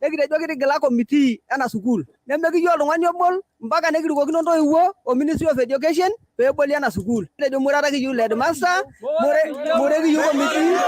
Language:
Masai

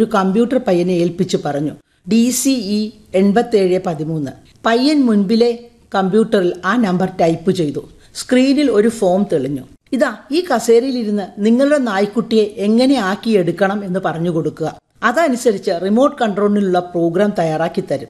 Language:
Malayalam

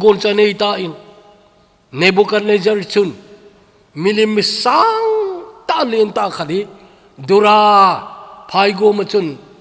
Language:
Thado Chin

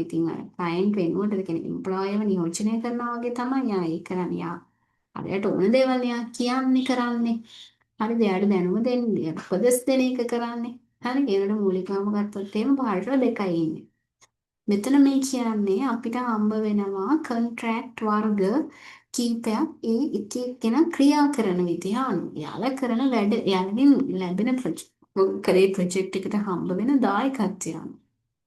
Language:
Sinhala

